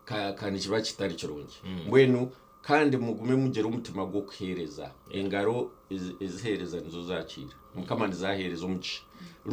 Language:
Nyankole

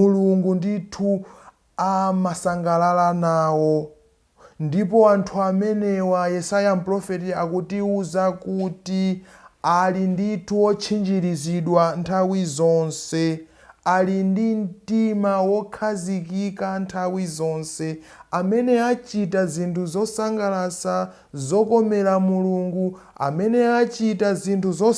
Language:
Nyanja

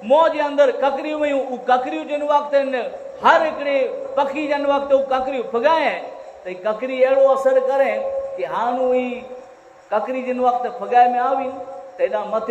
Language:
Kachhi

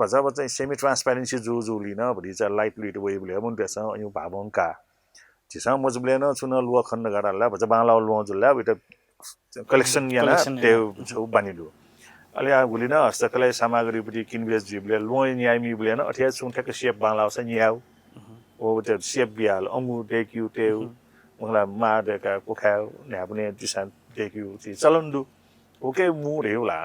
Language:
Newari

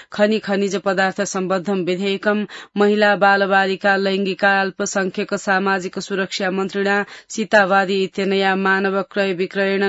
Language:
Sanskrit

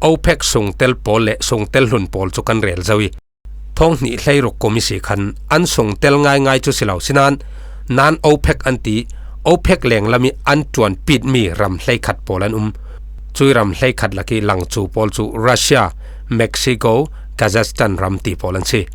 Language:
Falam Chin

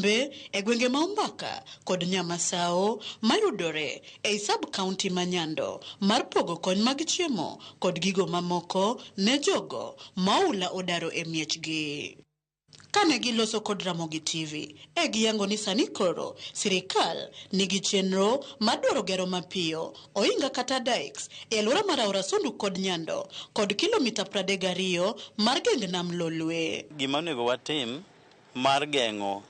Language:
Luo (Kenya and Tanzania)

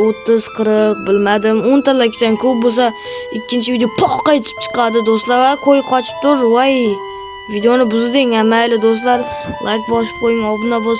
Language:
Uzbek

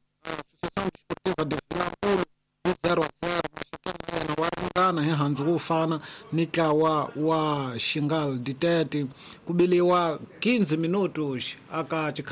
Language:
Tsonga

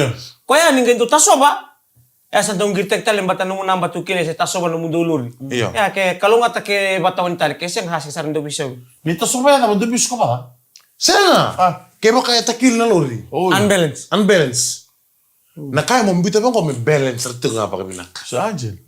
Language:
Fijian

